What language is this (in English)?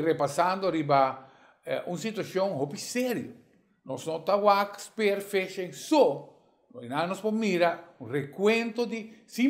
Papiamento